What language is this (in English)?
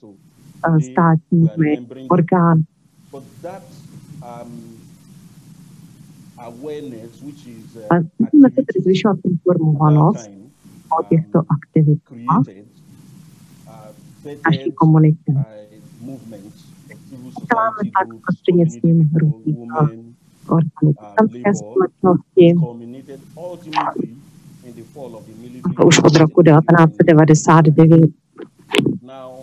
Czech